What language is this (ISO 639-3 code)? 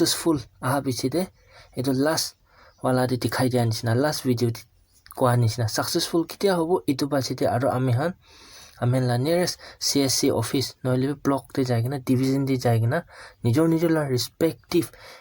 nag